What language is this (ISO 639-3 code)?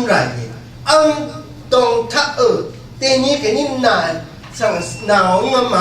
raw